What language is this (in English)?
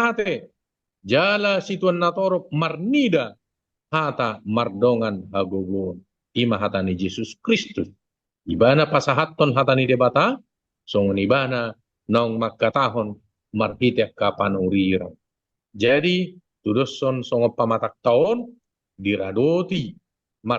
Batak Toba